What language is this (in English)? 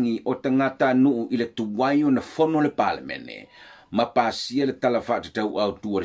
Samoan